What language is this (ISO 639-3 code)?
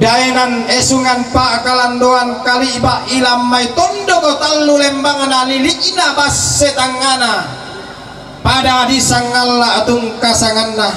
sda